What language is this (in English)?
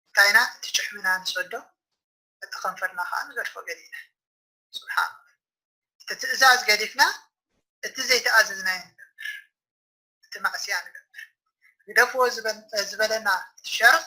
Tigrinya